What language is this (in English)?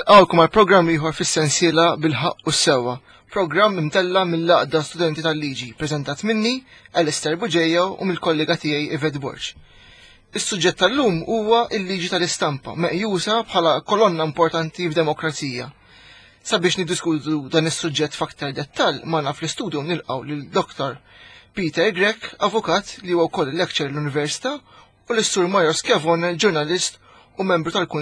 Maltese